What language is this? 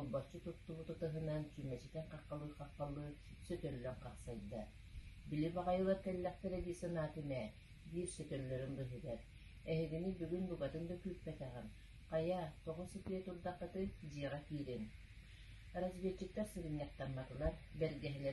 Yakut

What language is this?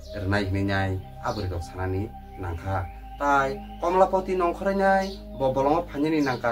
Kok Borok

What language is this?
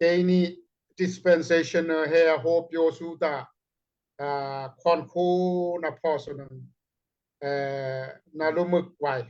Daai Chin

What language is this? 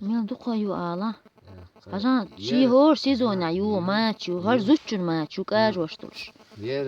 Chechen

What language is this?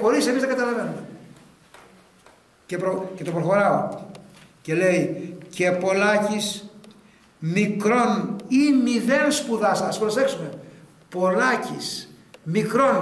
Greek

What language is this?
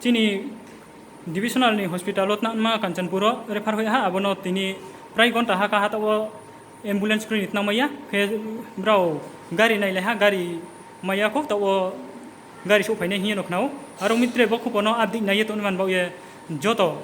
Riang (India)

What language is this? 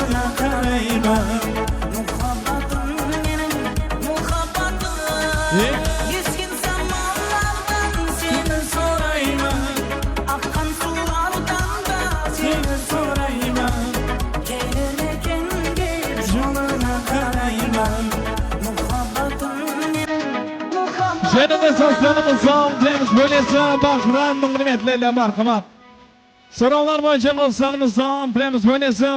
Kara-Kalpak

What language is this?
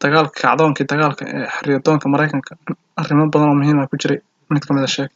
Somali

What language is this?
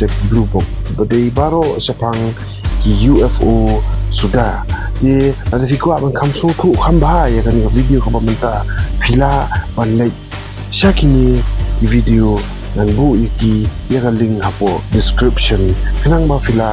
Khasi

